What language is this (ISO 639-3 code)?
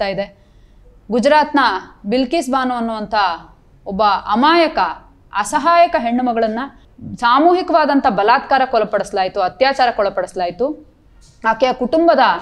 kan